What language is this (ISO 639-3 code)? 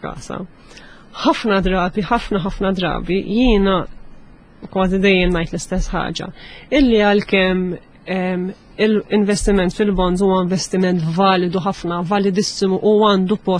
mlt